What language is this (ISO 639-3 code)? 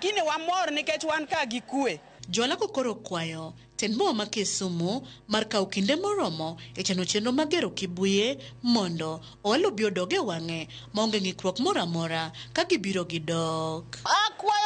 luo